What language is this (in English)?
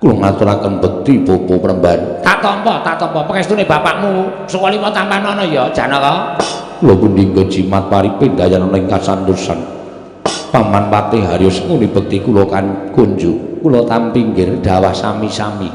Javanese